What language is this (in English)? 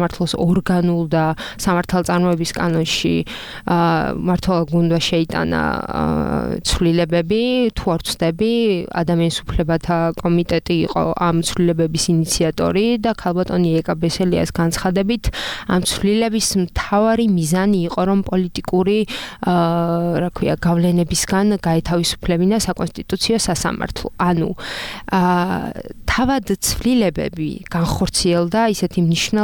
Georgian